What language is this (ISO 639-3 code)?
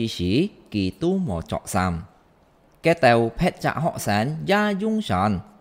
hak